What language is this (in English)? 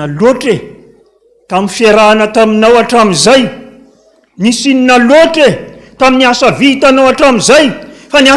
Malagasy